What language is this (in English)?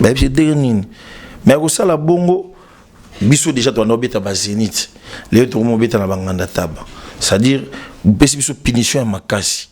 Lingala